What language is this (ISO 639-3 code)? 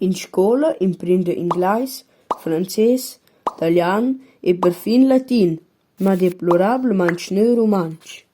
roh